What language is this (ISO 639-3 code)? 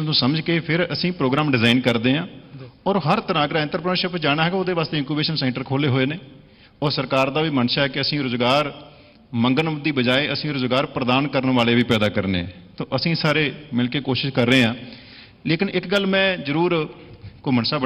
pan